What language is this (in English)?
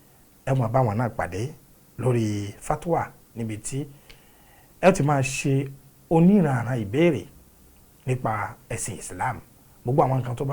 Yoruba